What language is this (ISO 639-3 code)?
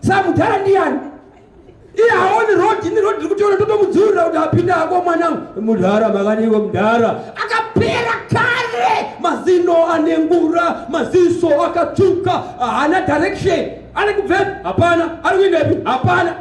sna